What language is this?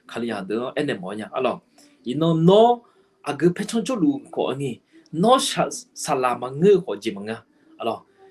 Akha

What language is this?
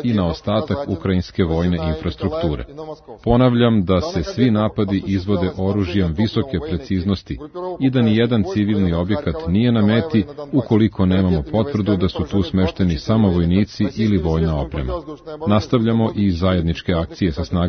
Serbian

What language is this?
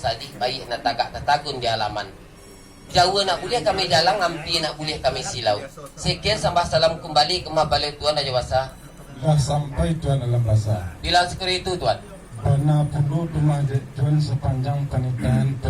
Minangkabau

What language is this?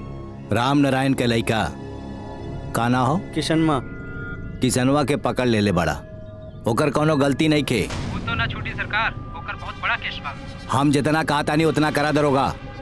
Bhojpuri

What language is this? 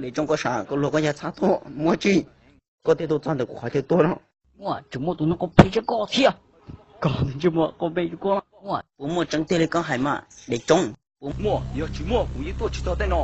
Hmong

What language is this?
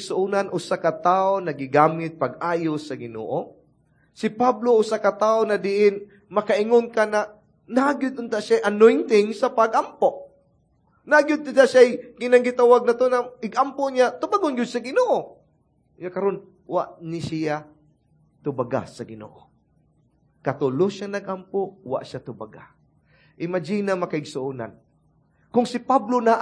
Cebuano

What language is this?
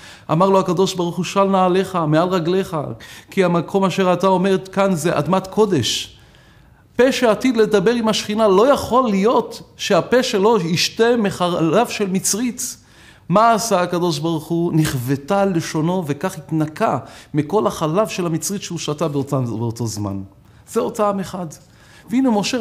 Hebrew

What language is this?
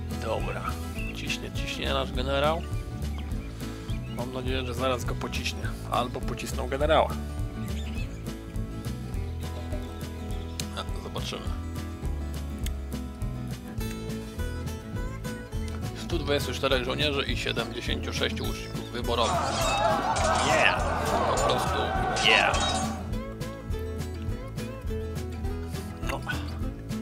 Polish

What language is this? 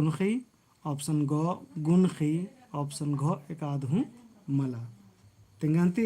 Kurukh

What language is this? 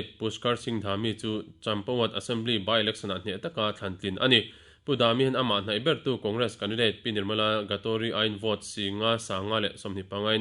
Mizo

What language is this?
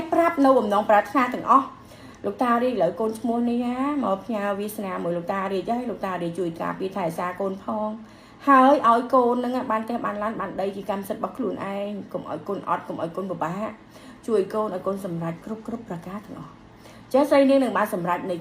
Khmer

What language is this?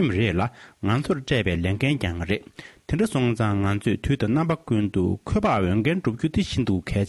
Tibetan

